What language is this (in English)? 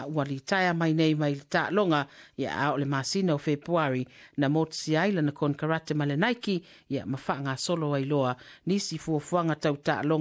Samoan